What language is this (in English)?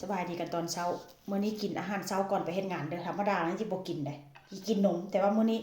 Northeastern Thai